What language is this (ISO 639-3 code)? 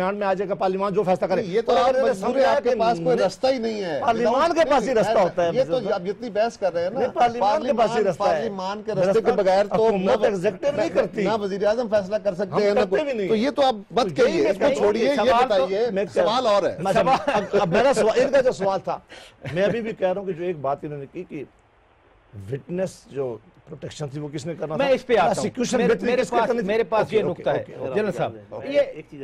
urd